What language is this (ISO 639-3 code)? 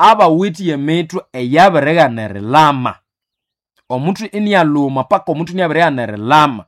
nnb